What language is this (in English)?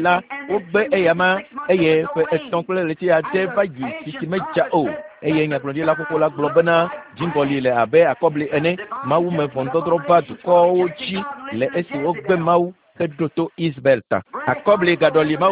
Ewe